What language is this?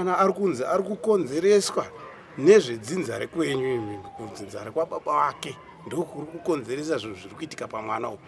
Shona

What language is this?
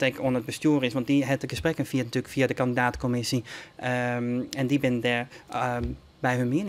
Western Frisian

